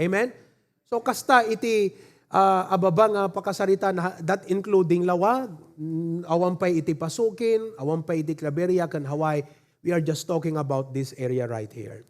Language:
Iloko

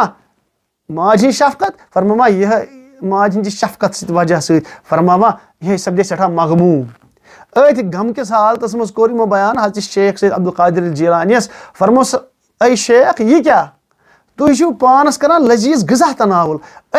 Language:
Kashmiri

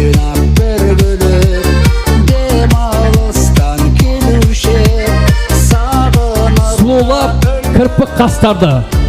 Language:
Kara-Kalpak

